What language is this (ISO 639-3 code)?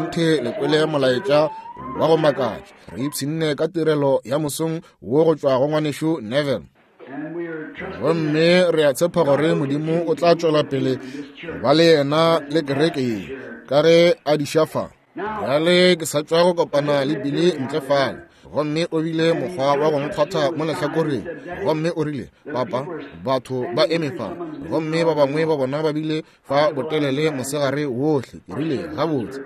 nso